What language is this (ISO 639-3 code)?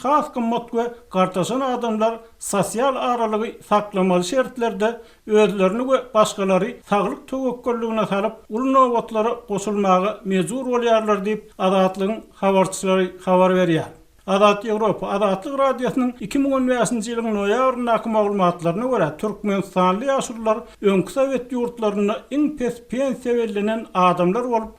tuk